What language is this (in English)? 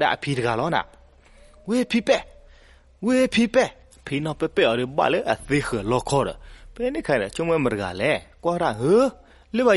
S'gaw Karen